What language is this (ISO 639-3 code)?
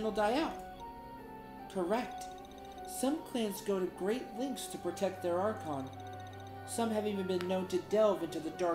eng